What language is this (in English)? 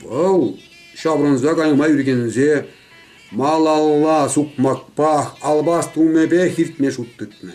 Chuvash